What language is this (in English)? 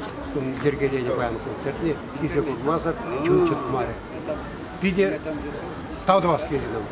Chuvash